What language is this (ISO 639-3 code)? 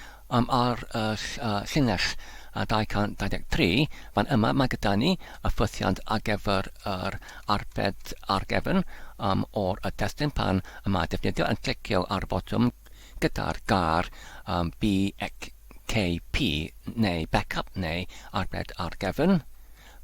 cym